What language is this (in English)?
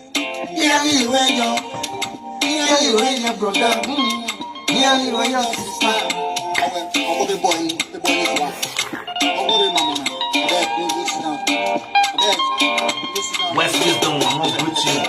Nigerian Pidgin